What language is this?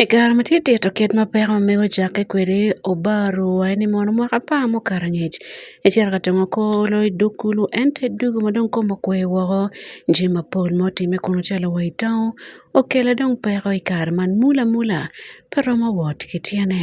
Acoli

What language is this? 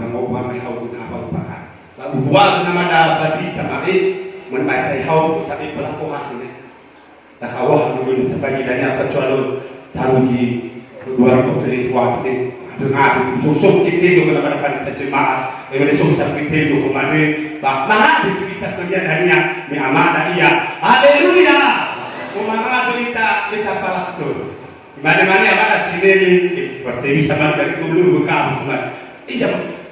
Nias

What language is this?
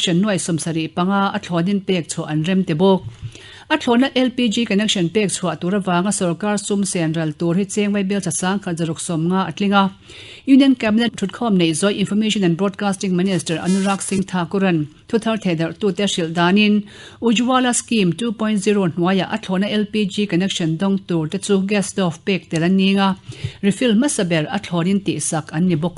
Mizo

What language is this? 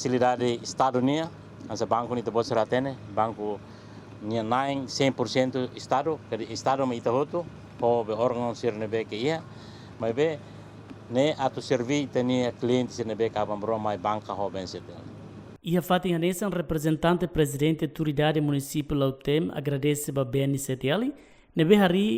Tetum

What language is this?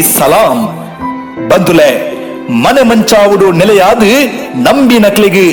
Tulu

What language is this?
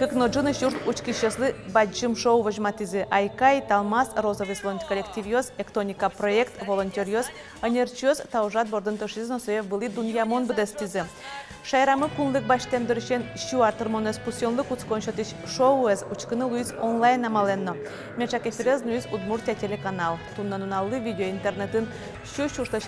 Udmurt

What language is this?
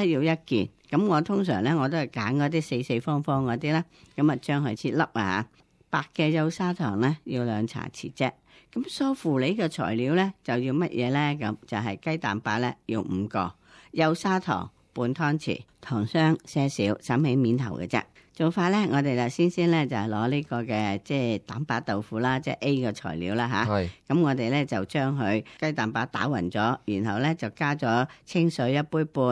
Cantonese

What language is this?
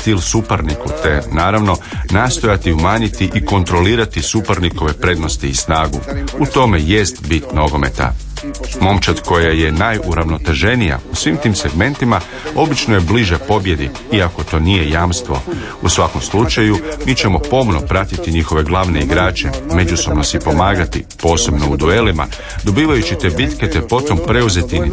Croatian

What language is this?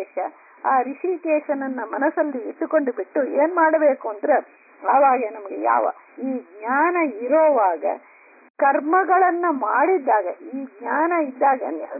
Kannada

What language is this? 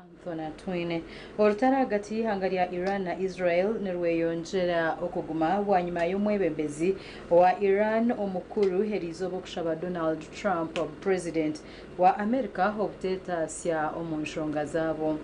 Nyankole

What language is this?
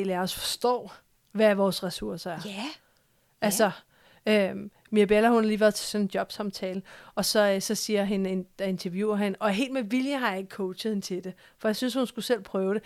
Danish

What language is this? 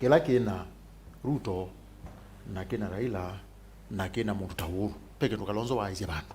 Kamba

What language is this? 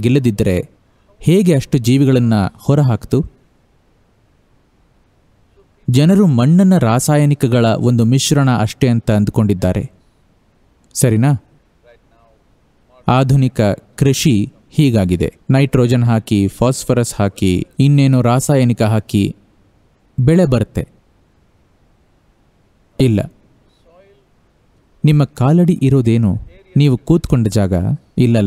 Kannada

